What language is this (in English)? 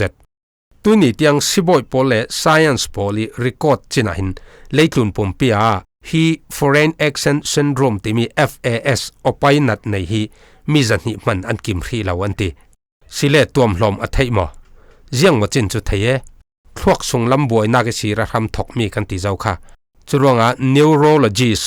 Falam Chin